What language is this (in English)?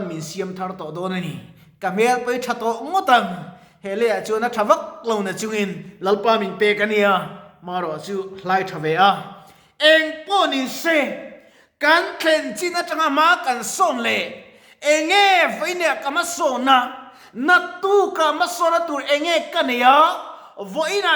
Mizo